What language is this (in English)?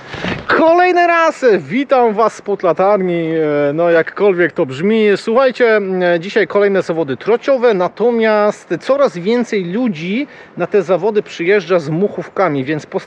Polish